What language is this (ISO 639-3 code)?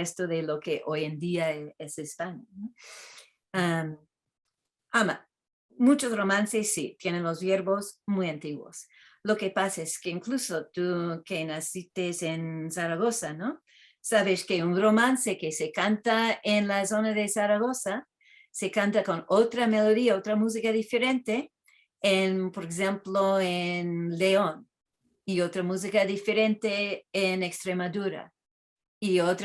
lad